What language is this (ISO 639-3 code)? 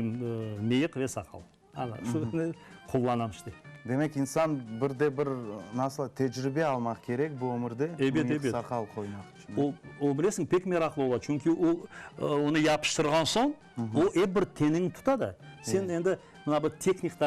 crh